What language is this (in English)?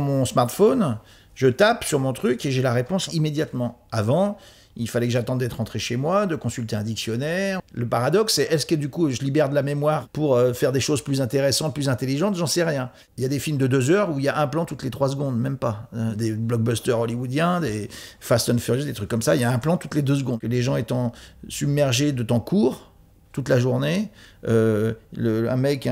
French